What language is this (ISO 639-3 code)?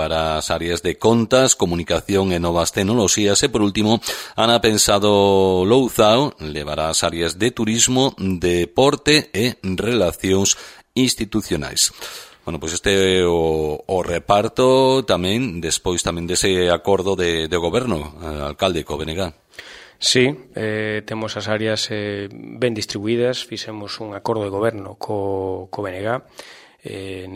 glg